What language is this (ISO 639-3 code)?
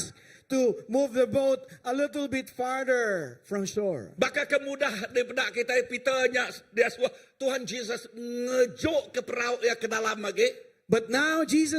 iba